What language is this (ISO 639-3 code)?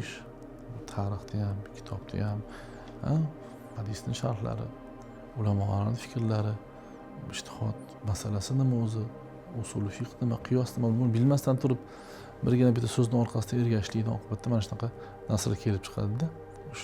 uzb